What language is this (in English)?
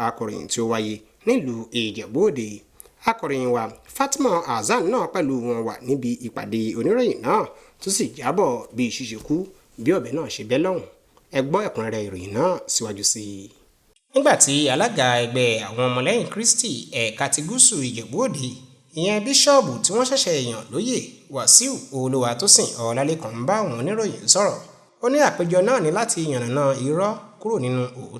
Yoruba